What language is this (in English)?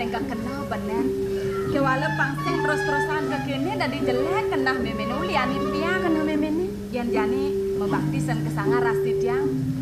Balinese